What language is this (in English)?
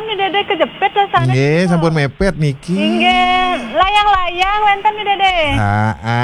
Balinese